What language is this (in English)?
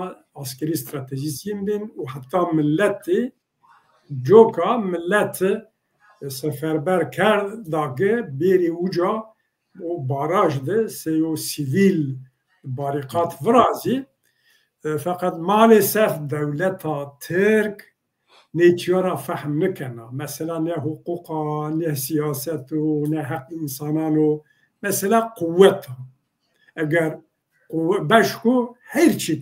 Zaza